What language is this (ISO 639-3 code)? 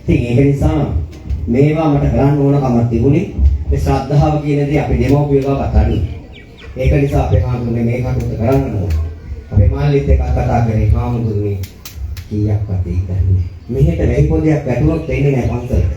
sin